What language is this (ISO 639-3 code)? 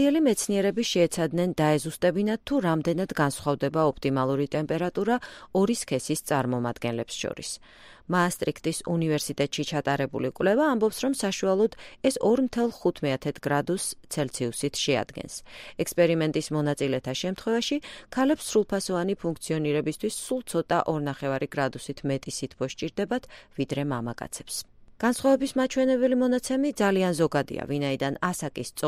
kat